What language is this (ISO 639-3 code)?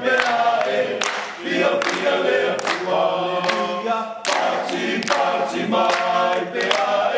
smo